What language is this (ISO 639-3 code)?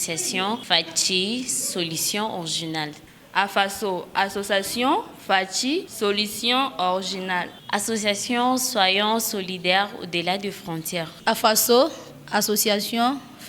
lua